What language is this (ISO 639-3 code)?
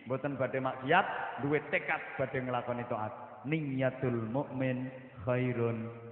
jav